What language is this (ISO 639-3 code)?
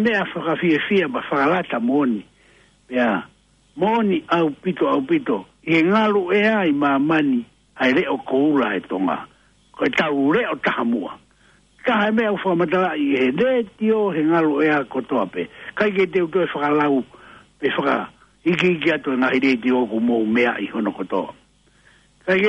ton